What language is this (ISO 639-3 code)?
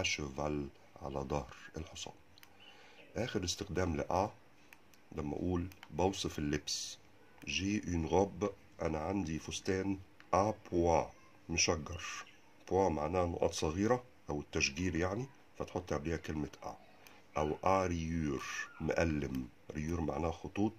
arz